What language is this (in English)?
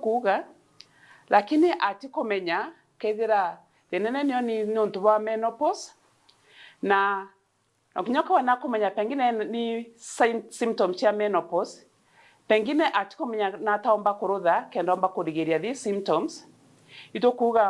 Meru